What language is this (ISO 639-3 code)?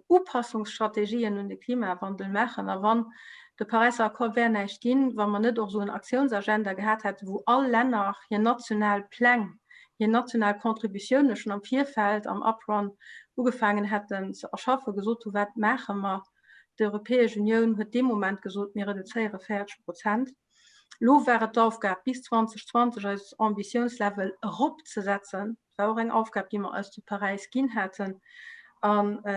ltz